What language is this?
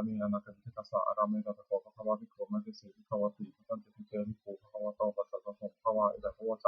Pali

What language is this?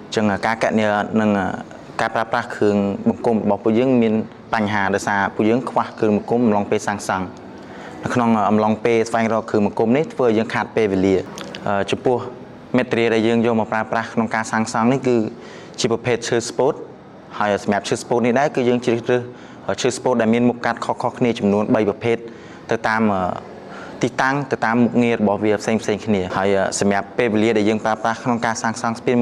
Khmer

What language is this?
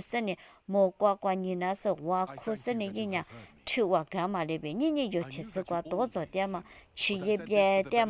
Lisu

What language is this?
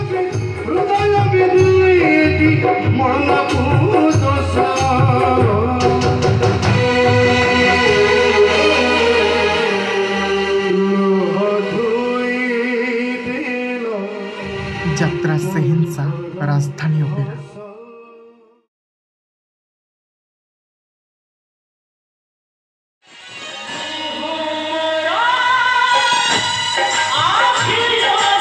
Odia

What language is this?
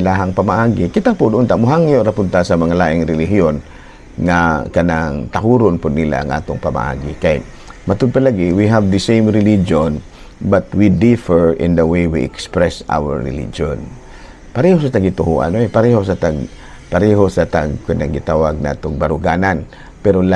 Cebuano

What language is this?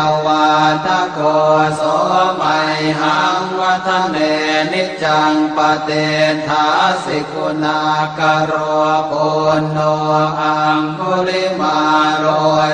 Pali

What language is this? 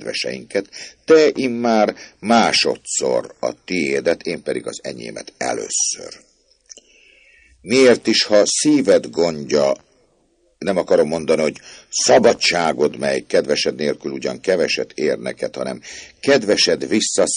Hungarian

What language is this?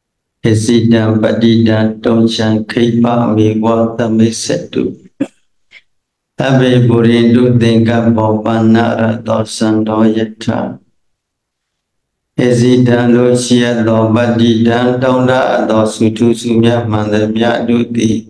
Burmese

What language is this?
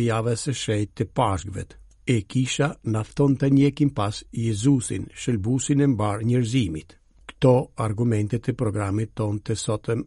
Albanian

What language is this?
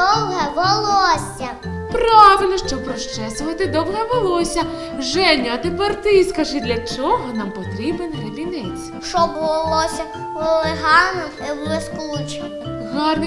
Ukrainian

